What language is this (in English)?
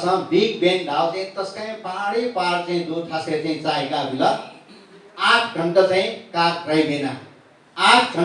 Newari